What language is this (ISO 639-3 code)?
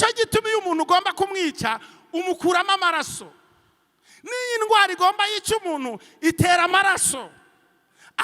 run